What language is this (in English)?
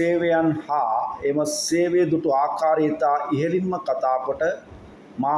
Sinhala